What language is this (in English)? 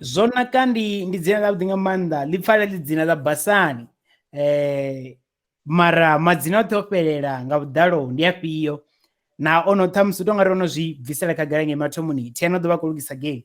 Venda